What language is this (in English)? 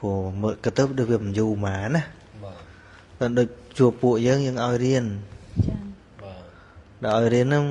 Khmer